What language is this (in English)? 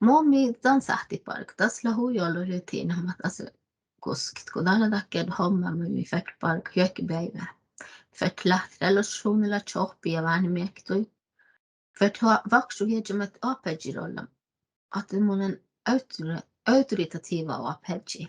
Northern Sami